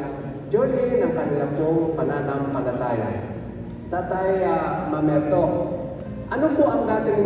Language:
Filipino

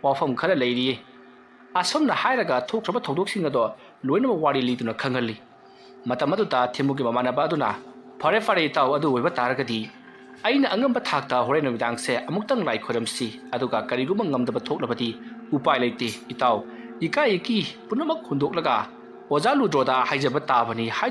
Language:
Manipuri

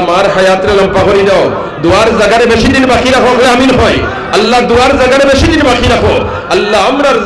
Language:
Sylheti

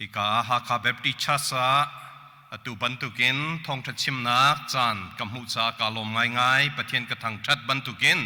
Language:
Hakha Chin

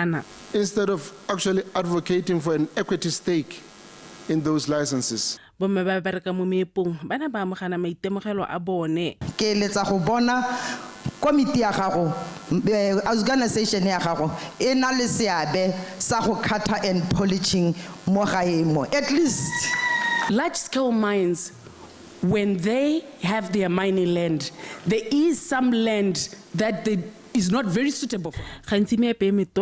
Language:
Tswana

